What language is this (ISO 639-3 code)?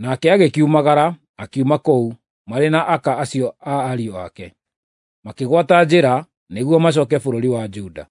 kik